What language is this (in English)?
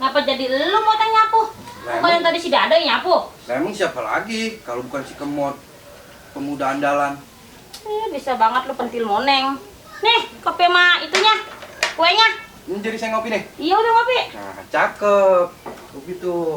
Betawi